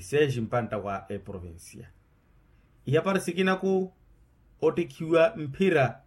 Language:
Makhuwa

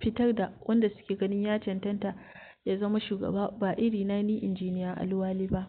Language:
Hausa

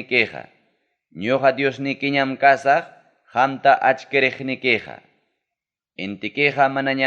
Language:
Ayacucho Quechua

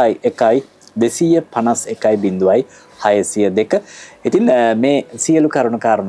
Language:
Sinhala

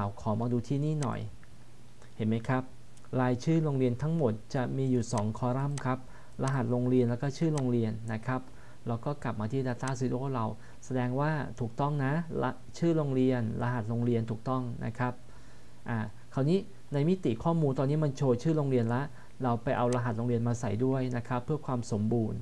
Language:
Thai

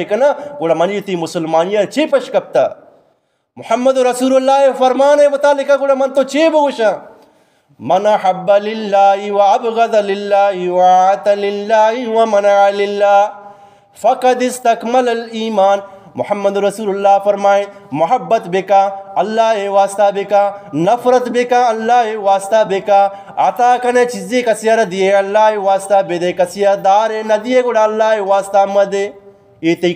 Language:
Eastern Balochi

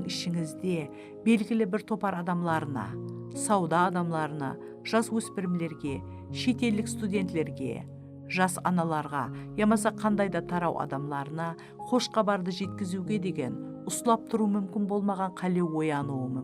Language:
Kara-Kalpak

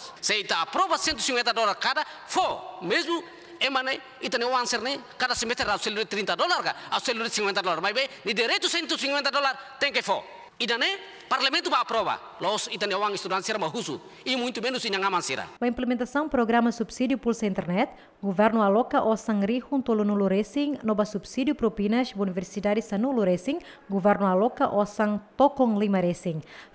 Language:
Tetum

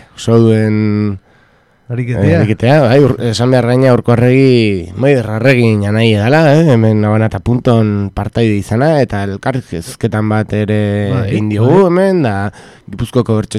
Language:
Basque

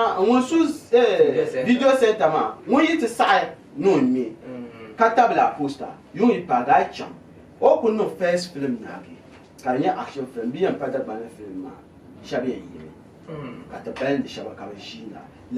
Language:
Dagbani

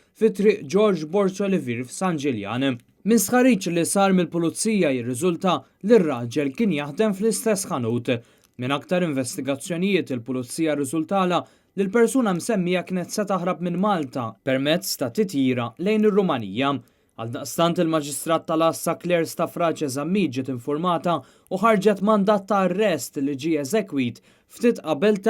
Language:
Maltese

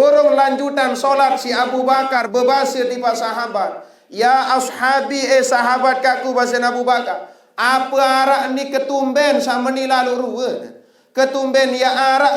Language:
Sasak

